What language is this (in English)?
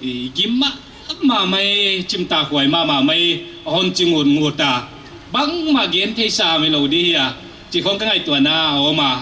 Paite Chin